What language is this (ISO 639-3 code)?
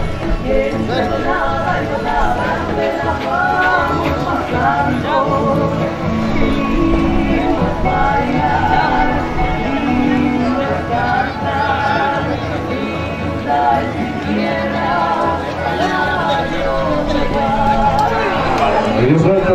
spa